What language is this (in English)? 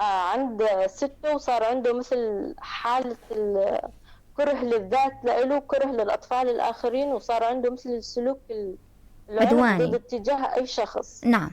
North Levantine Arabic